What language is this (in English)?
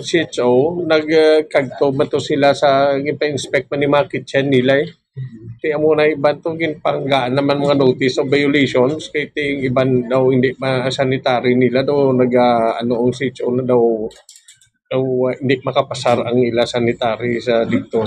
Hiligaynon